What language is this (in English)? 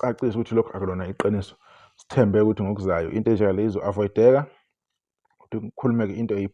Zulu